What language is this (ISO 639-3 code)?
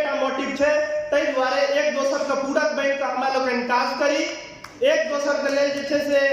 mai